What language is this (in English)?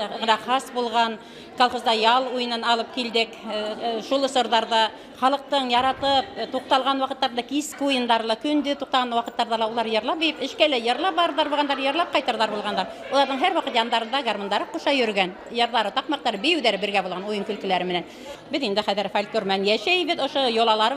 Bashkir